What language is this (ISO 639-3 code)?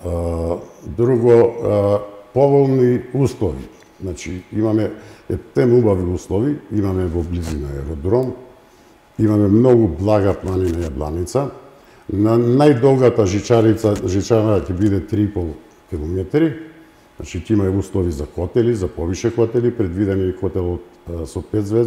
mkd